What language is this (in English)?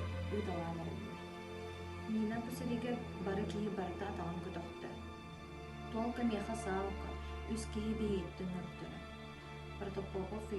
Yakut